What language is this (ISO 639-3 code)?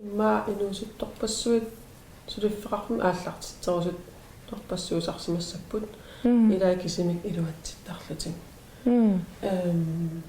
kal